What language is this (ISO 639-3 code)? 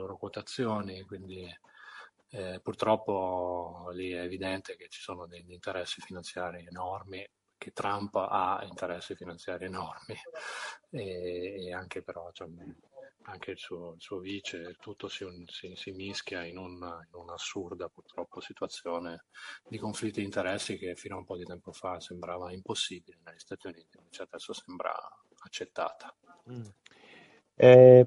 ita